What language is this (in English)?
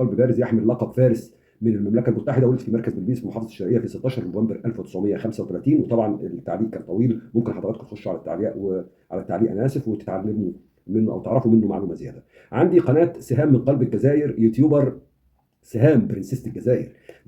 Egyptian Arabic